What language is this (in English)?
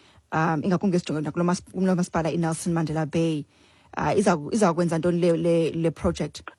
Xhosa